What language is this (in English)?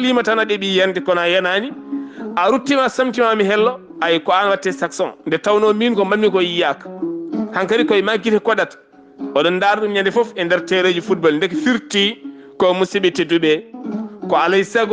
Fula